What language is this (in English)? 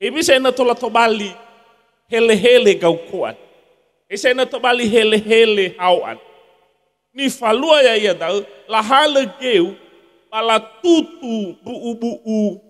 Nias